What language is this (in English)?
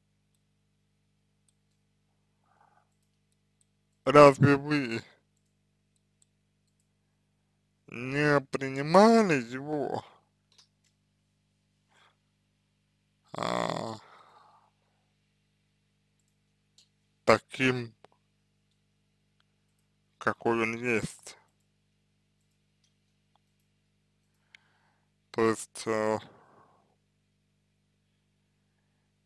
Russian